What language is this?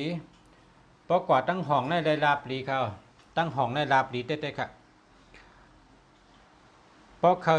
Shan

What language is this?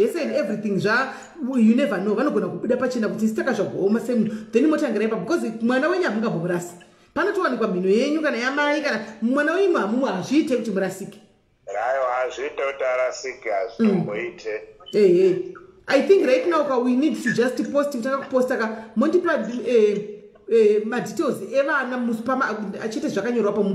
Shona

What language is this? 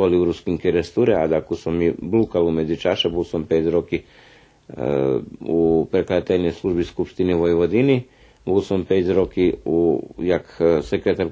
Rusyn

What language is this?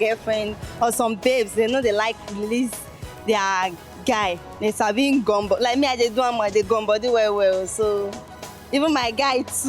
Nigerian Pidgin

